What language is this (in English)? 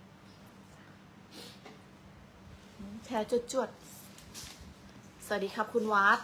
Thai